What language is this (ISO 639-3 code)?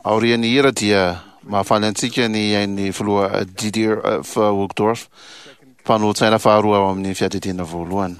mlg